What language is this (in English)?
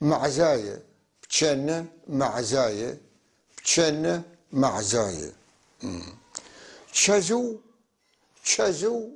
North Levantine Arabic